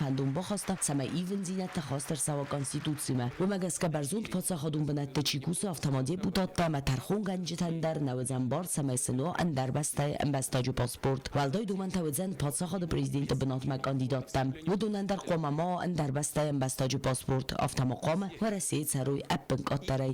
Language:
Ossetic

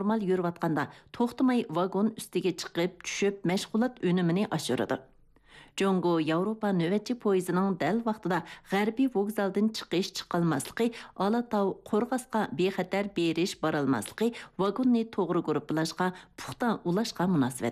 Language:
Uyghur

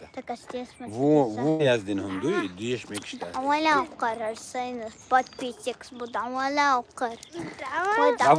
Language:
Chechen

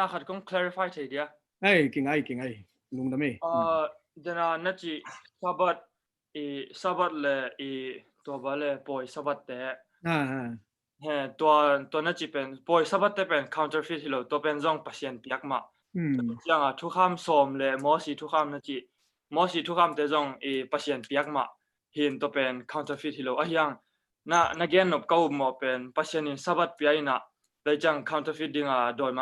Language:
Tedim Chin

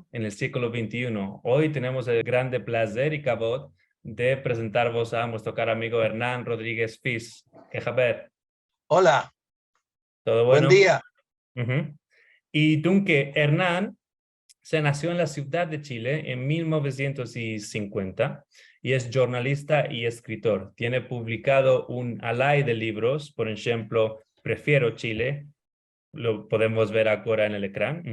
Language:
Ladino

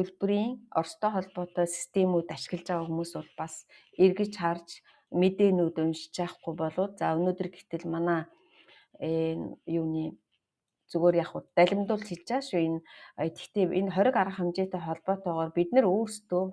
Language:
Mongolian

